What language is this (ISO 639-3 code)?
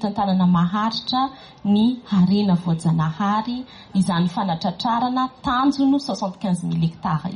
mlg